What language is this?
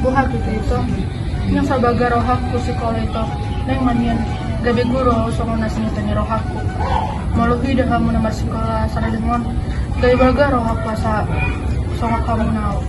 Batak Toba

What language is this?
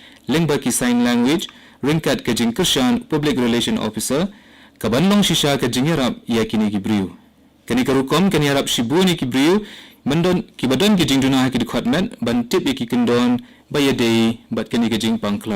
Khasi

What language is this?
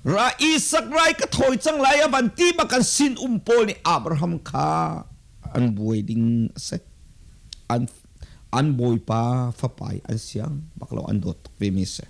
Hakha Chin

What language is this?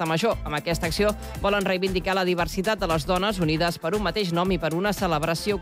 Catalan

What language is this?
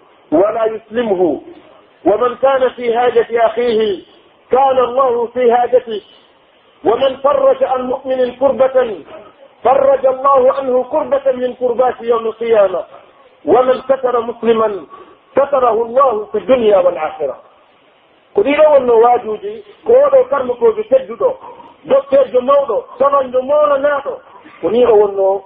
Pular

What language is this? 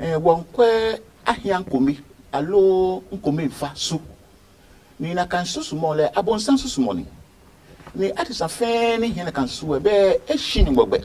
Adangme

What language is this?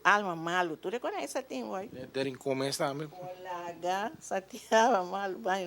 Papiamento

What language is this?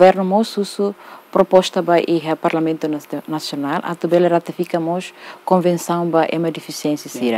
Tetum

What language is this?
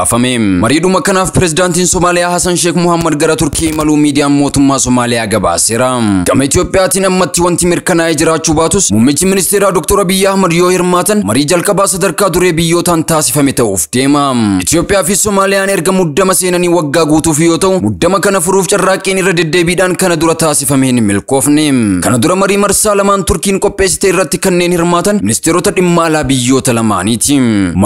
Oromo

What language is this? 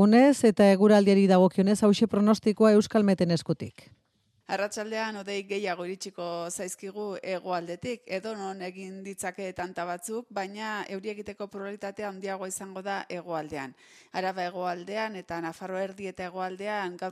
Basque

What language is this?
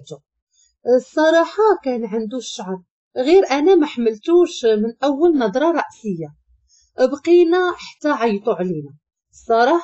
Moroccan Arabic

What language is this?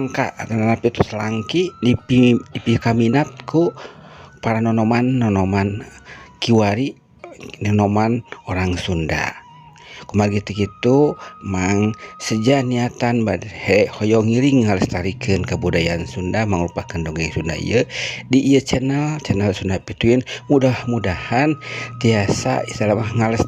Sundanese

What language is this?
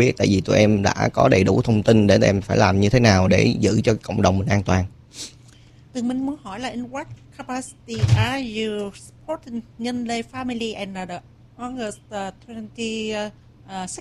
Vietnamese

